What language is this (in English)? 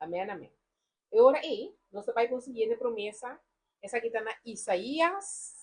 Papiamento